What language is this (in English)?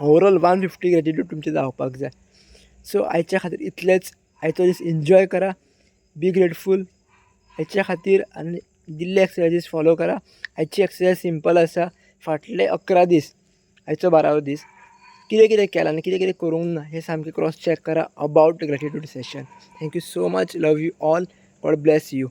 Konkani